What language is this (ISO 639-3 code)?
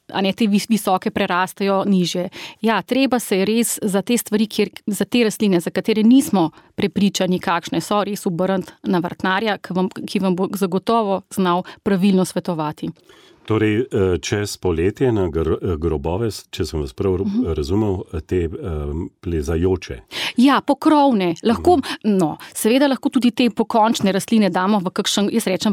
slv